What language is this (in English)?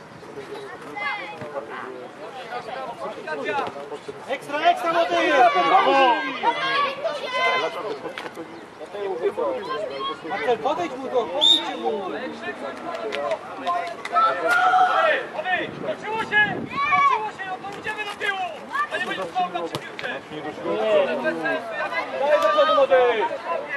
Polish